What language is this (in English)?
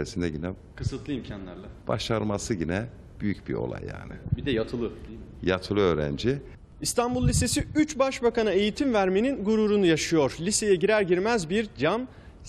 Turkish